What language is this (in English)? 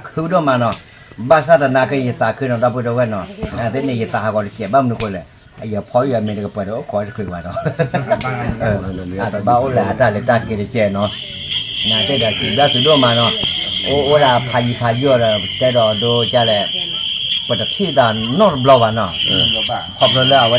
S'gaw Karen